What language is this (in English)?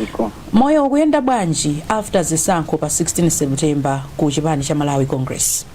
Nyanja